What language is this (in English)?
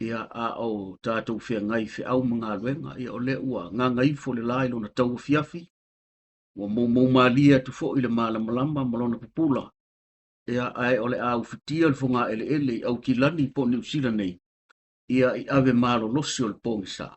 Samoan